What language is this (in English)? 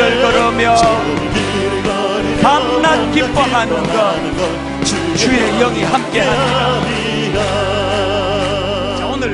Korean